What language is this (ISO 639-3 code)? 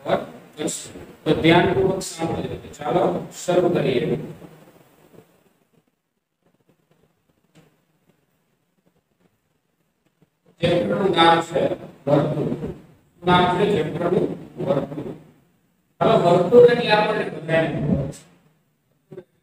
guj